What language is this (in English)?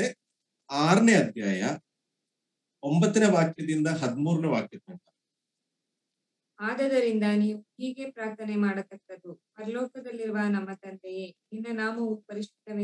Kannada